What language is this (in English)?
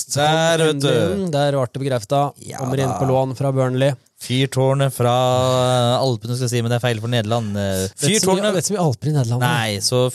Norwegian